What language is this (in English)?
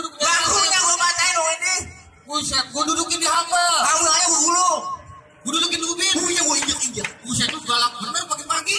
Betawi